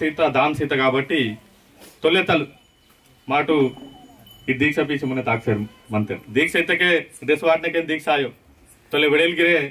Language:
Aheri Gondi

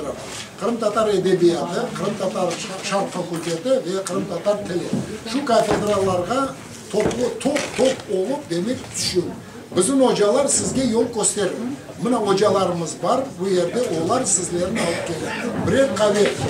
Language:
Crimean Tatar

